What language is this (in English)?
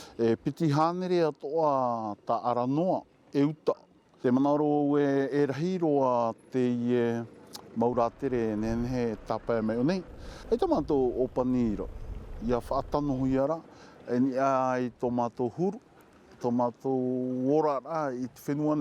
Tahitian